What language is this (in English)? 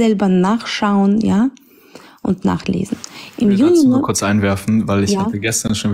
German